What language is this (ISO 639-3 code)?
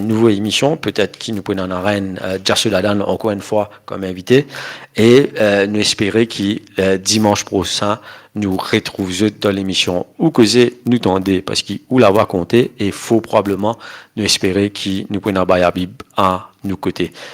mfe